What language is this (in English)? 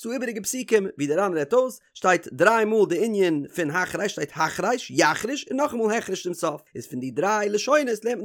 Yiddish